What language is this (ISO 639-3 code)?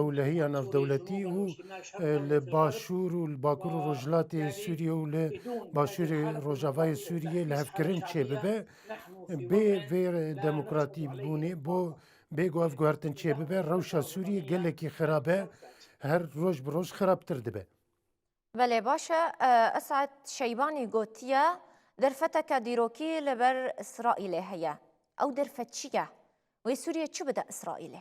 kur